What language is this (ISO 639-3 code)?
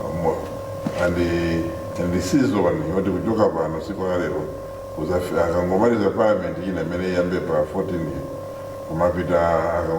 nya